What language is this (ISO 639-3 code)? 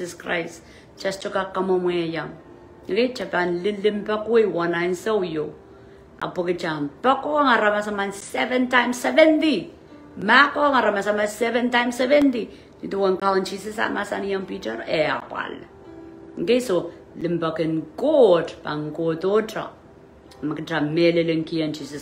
pon